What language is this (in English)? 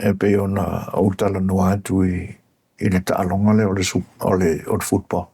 Samoan